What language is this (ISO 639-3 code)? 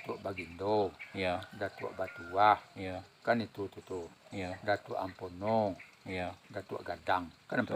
min